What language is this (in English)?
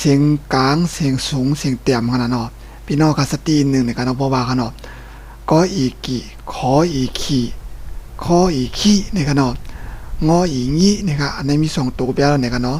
Shan